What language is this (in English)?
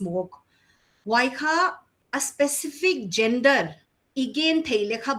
Paite Chin